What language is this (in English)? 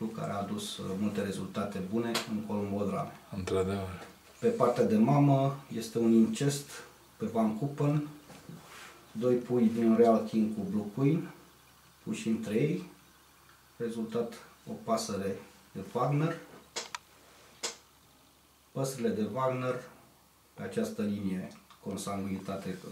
Romanian